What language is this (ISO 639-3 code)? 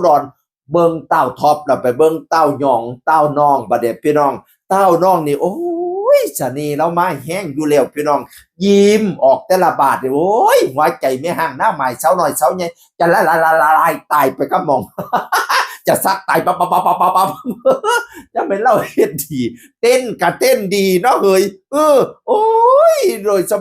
tts